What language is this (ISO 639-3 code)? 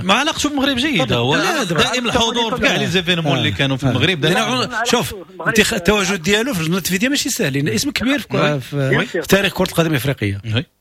ary